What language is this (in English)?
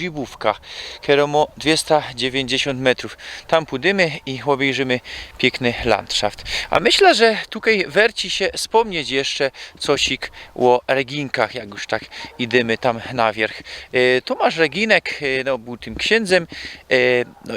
Silesian